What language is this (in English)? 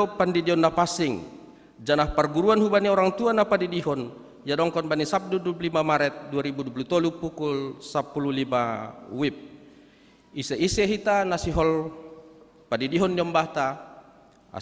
Batak Simalungun